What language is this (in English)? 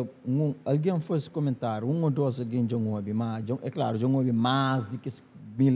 Kabuverdianu